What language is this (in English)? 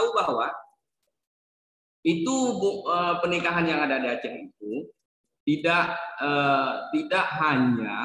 Indonesian